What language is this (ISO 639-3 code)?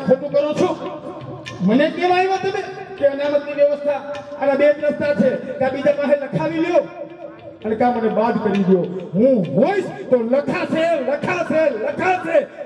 guj